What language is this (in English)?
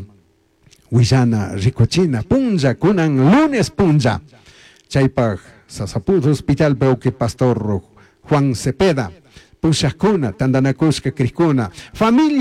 Chimborazo Highland Quichua